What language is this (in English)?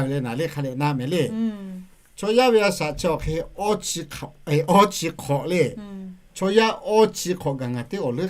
Lahu